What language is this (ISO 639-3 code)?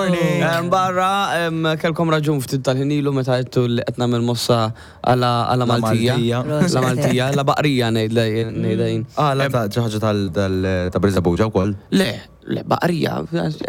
mlt